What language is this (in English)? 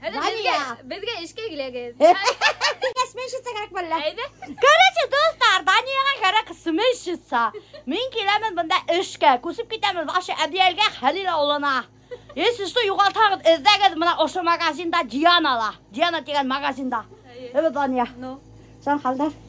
Bashkir